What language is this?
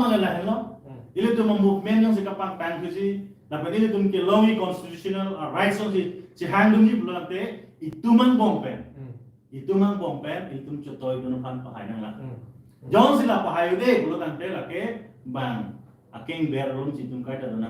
Karbi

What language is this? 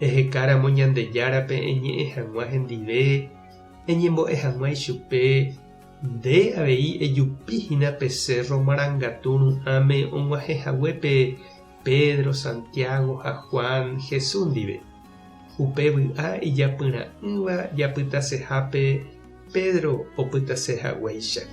Guarani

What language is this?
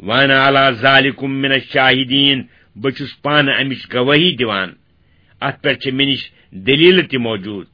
Kashmiri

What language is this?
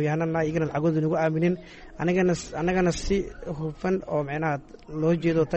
Somali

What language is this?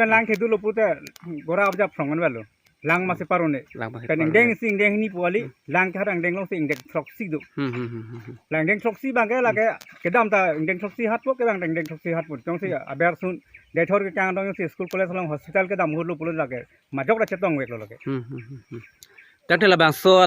Karbi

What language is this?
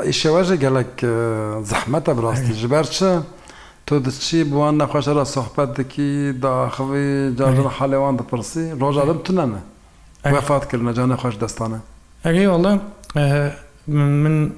Kurdish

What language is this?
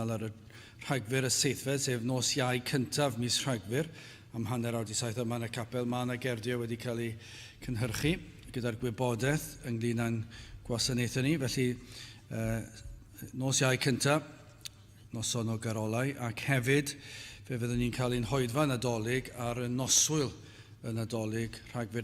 Welsh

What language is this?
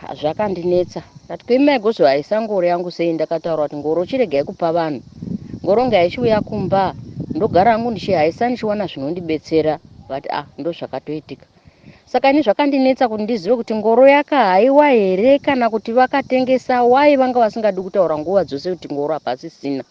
Shona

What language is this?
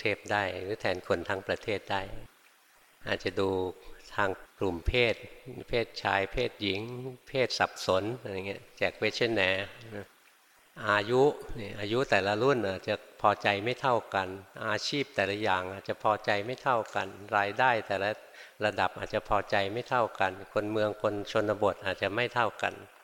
Thai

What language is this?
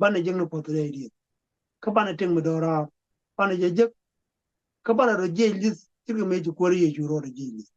Nuer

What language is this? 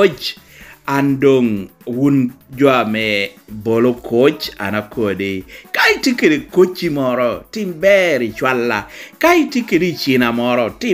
Lango (Uganda)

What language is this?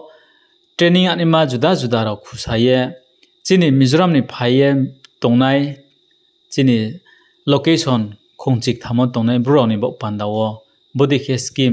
Riang (India)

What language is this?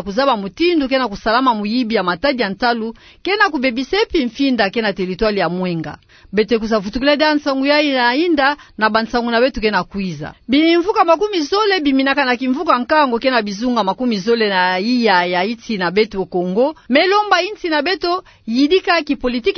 Kituba (Democratic Republic of Congo)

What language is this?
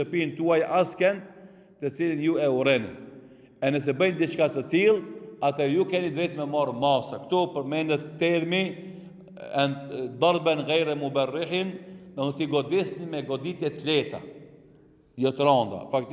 Albanian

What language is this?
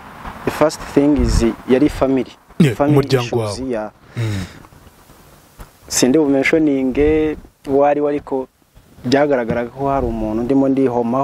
Kinyarwanda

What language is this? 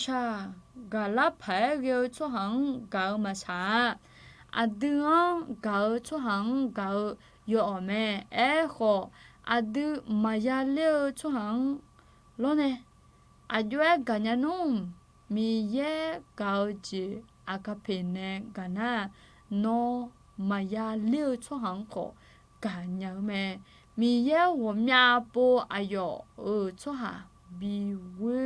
Akha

